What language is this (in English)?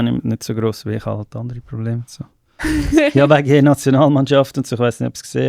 Swiss German